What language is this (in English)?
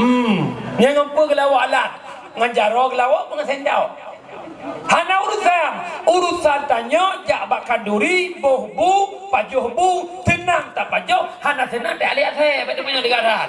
Achinese